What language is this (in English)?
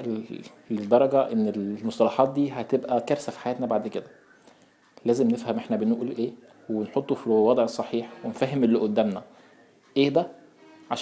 Egyptian Arabic